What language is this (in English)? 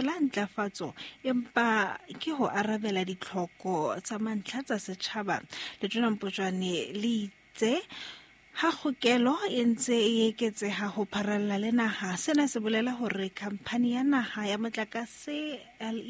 Southern Sotho